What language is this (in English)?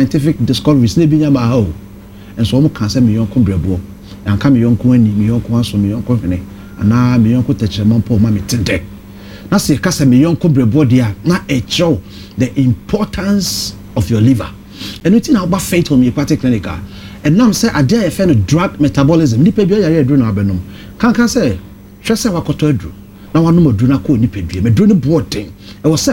Akan